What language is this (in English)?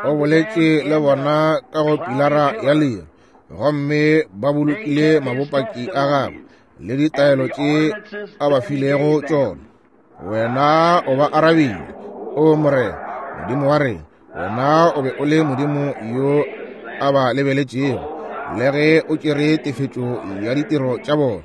Northern Sotho